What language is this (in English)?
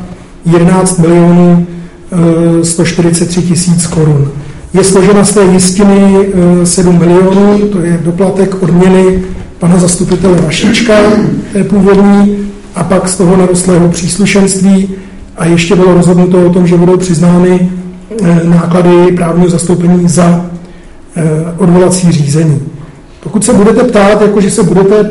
Czech